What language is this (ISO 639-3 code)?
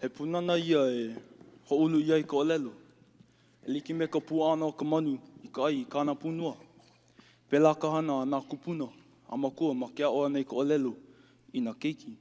haw